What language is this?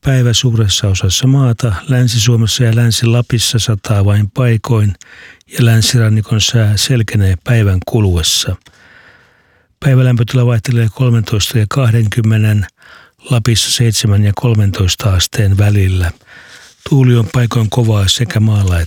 Finnish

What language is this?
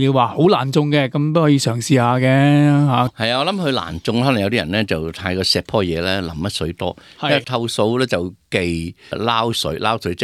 Cantonese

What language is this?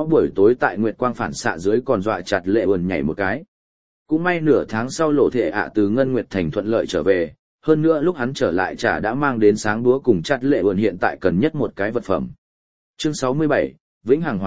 Vietnamese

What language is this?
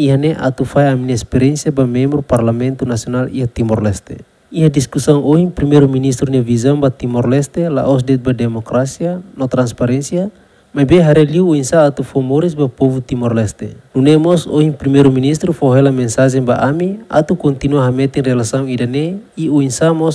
Tetum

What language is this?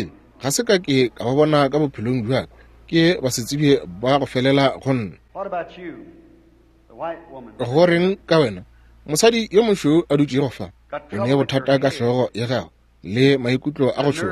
Northern Sotho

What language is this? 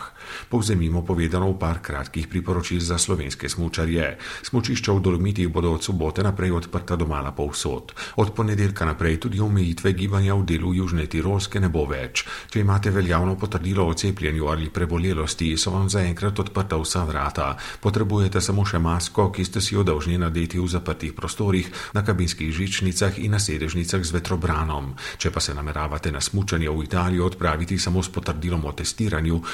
Slovenian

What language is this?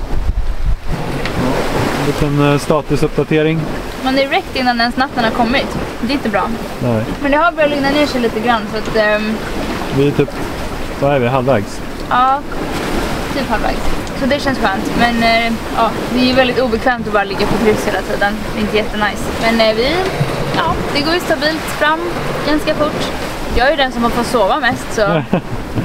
Swedish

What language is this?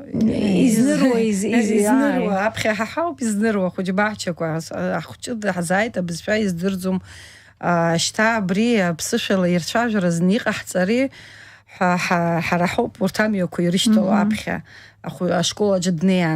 Abkhazian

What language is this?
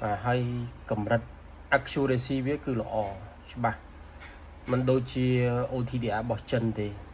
Khmer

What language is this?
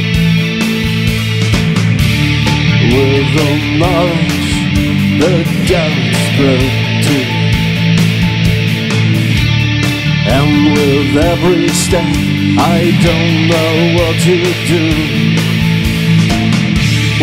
English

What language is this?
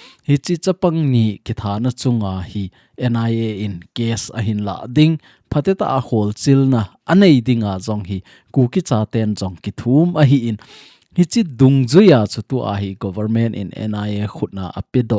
Thado Chin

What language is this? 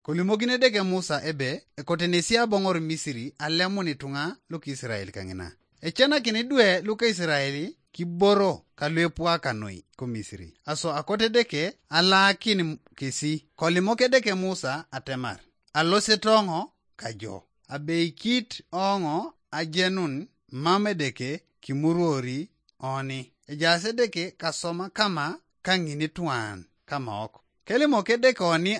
Teso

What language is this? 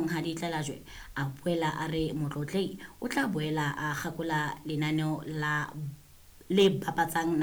Southern Sotho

